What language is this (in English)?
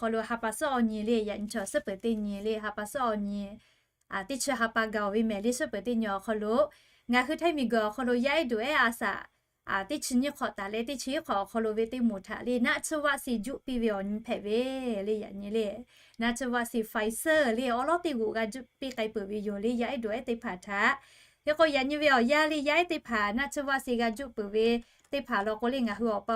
Lahu